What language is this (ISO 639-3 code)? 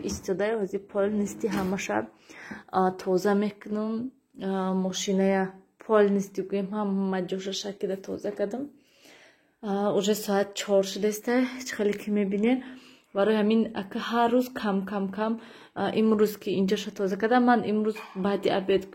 tgk